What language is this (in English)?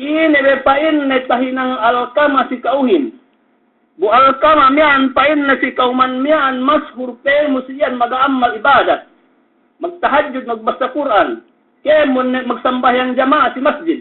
Yakan